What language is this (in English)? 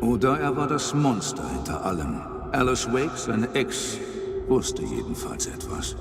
Bavarian